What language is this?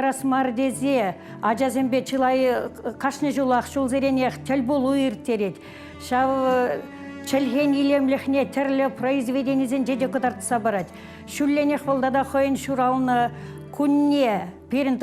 Chuvash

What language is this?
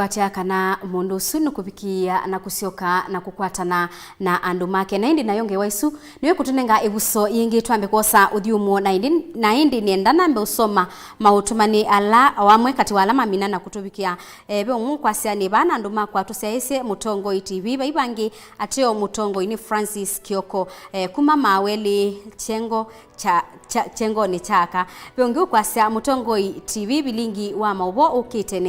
Kamba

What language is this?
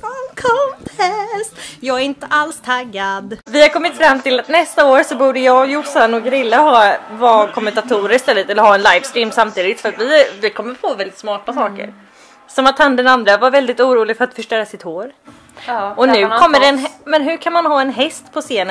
Swedish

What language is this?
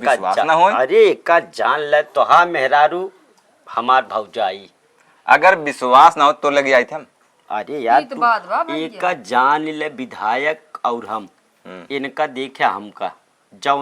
Awadhi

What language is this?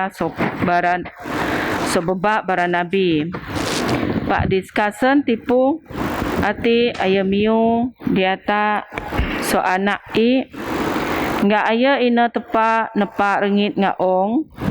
Biatah Bidayuh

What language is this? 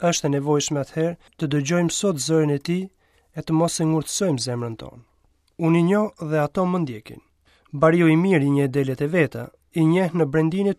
Albanian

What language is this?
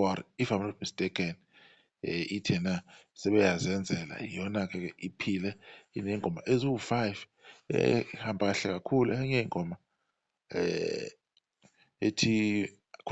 Zulu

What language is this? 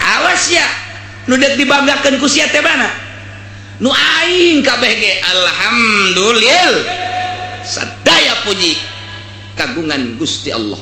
Sundanese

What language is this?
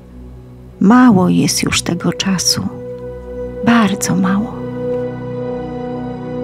Polish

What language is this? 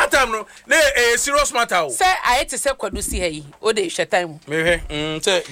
Akan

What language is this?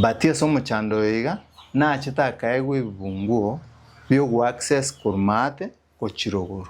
Gusii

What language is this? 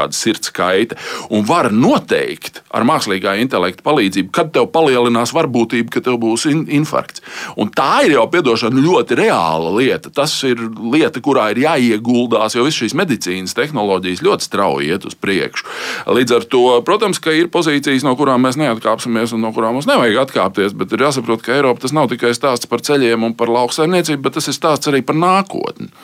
Latvian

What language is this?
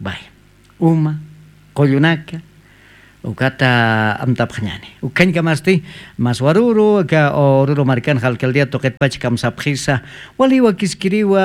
Aymara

